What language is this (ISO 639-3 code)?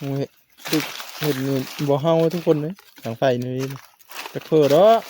tts